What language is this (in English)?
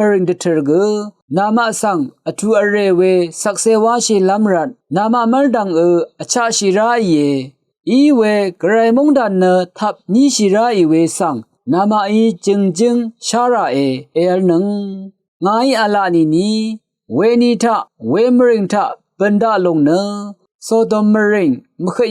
Rawang